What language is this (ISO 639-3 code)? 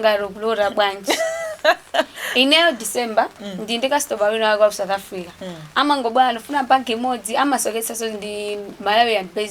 nya